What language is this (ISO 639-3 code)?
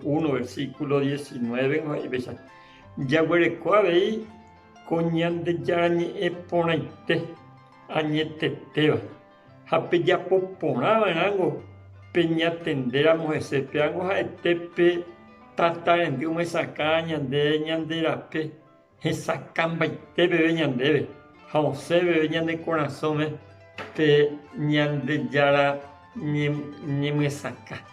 grn